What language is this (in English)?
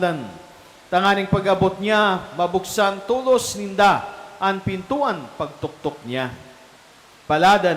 Bikol